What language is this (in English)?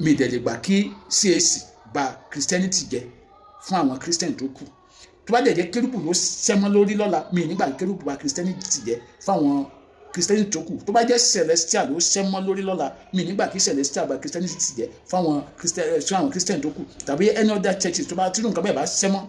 Yoruba